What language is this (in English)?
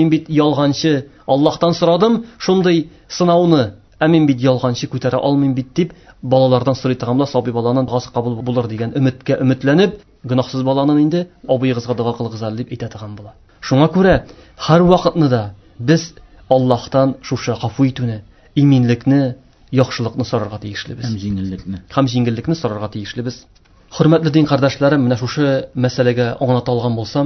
Tatar